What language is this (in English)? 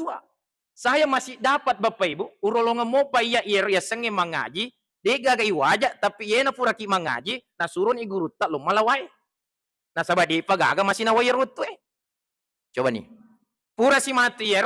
Buginese